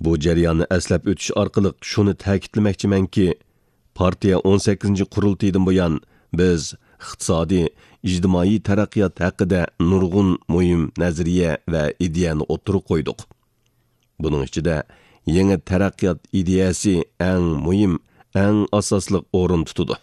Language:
Uyghur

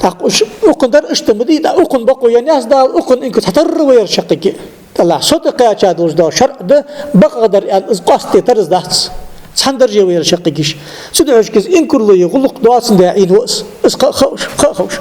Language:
Ingush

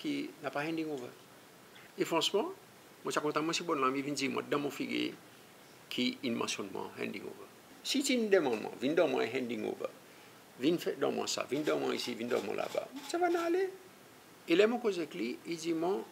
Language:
Seselwa Creole French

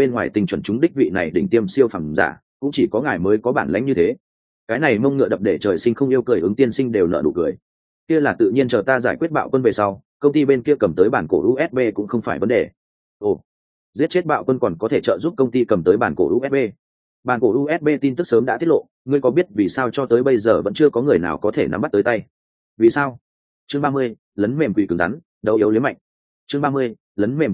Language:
Vietnamese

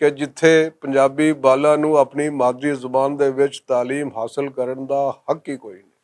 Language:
Western Panjabi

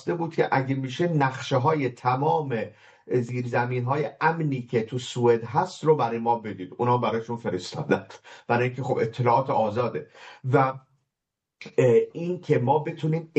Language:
Persian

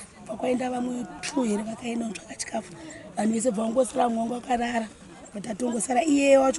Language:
Shona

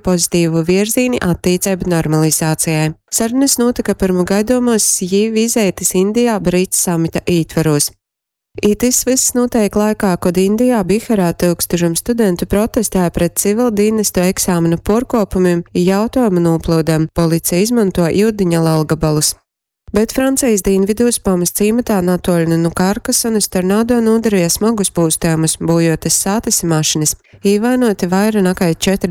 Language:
Latgalian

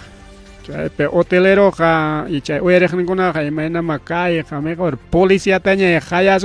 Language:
Ayacucho Quechua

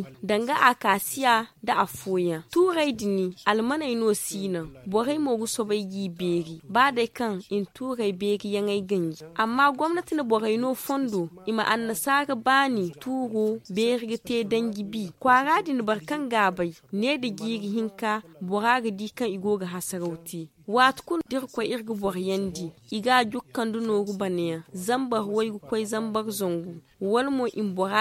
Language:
Zarma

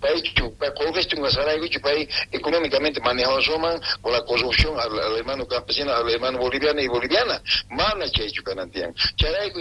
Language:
South Bolivian Quechua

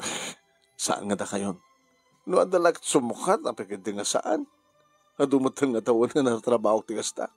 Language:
Iloko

